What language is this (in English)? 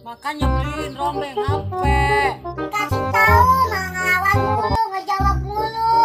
Betawi